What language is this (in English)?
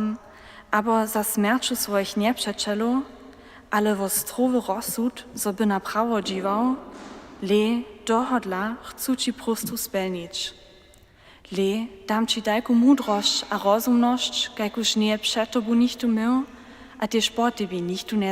Upper Sorbian